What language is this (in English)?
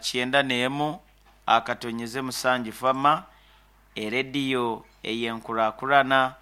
Nyankole